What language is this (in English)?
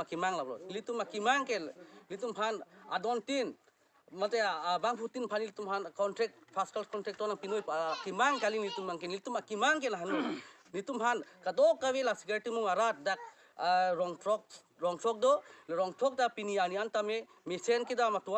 Karbi